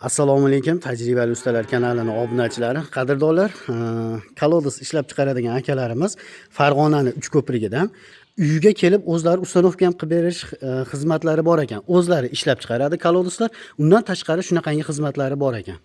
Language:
Uzbek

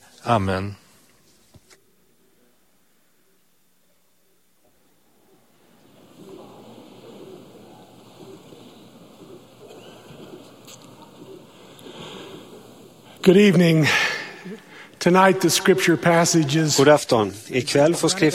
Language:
Swedish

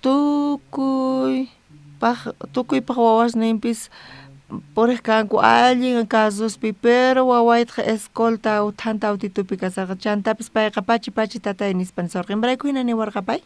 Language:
South Bolivian Quechua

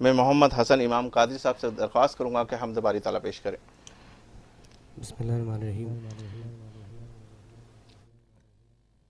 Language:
Urdu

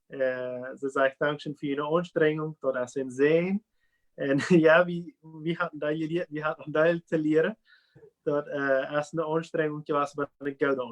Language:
Plautdietsch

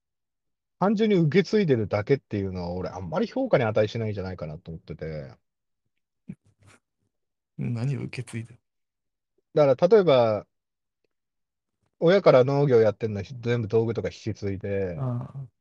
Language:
Japanese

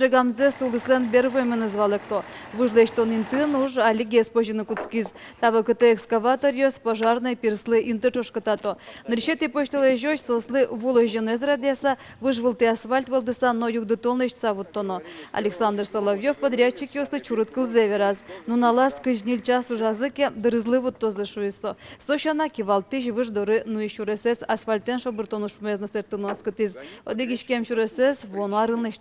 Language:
Udmurt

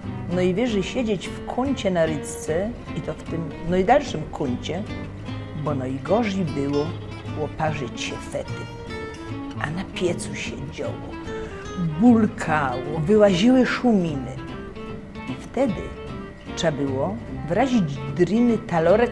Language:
Silesian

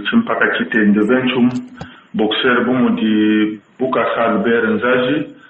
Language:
Luba-Lulua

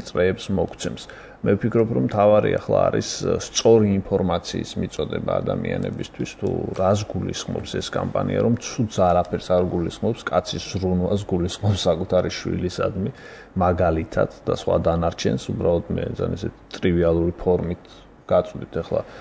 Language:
Georgian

